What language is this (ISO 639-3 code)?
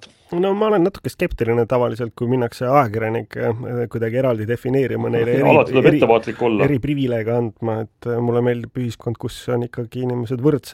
est